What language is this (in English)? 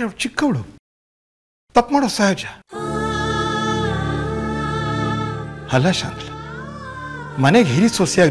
Kannada